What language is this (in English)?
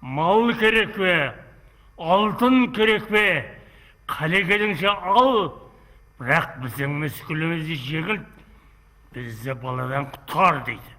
Kara-Kalpak